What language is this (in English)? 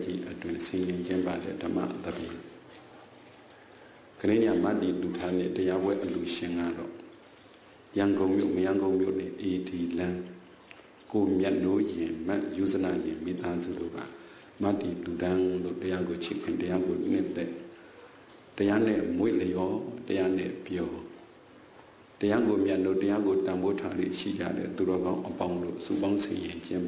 Burmese